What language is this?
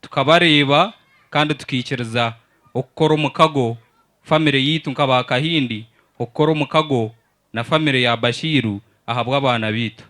Nyankole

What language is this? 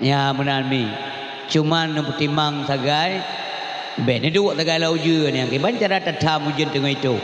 Achinese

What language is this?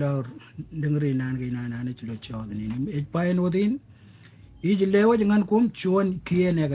Marshallese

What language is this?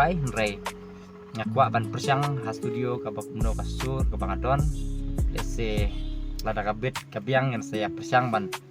Khasi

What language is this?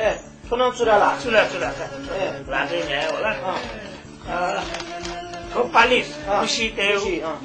Newari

